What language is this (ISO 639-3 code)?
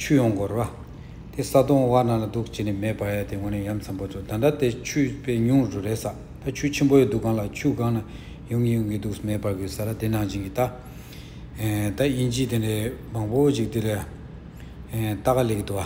bod